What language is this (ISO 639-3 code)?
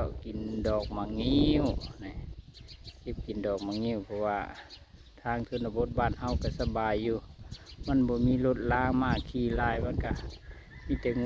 lao